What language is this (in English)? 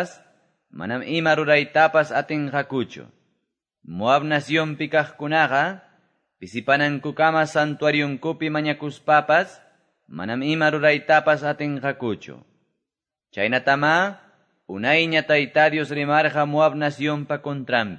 Quechua